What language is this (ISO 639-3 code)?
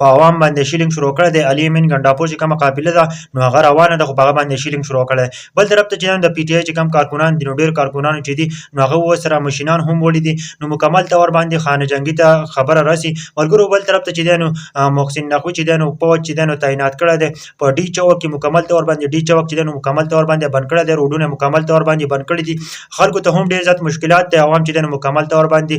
pus